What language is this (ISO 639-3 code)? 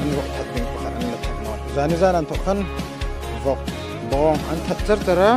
hmr